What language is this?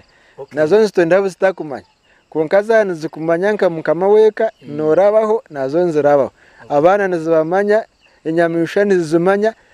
Nyankole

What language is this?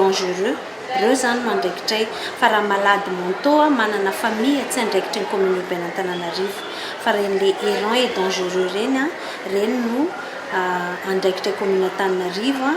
Malagasy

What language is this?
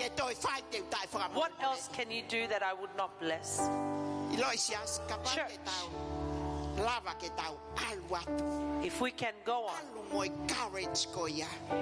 Tongan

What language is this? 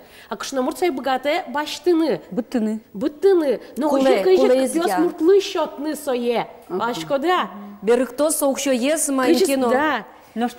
Udmurt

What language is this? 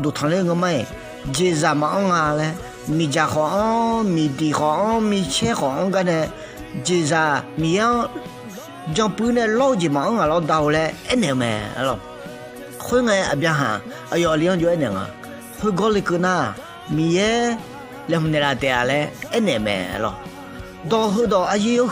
Akha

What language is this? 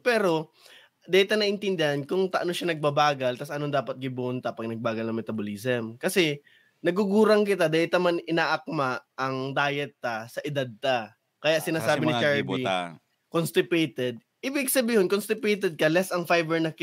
Bikol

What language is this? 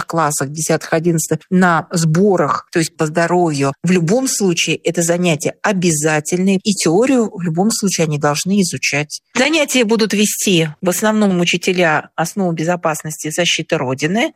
Russian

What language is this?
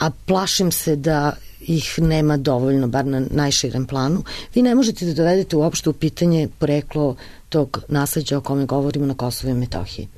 Serbian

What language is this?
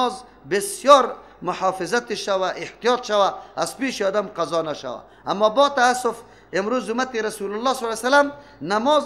Persian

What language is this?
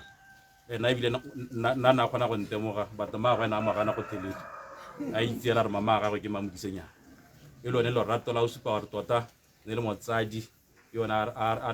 Tswana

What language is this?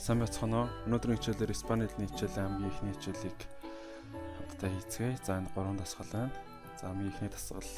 Mongolian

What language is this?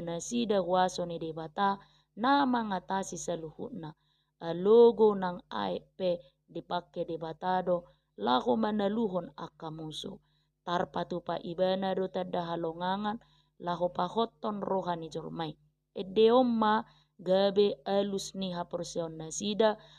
Batak Toba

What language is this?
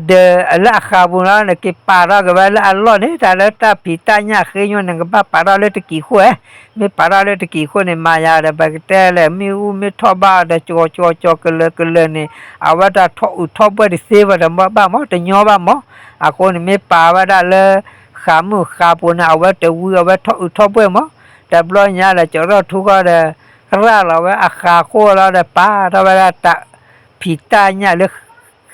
S'gaw Karen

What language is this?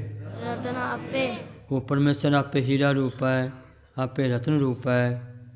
Punjabi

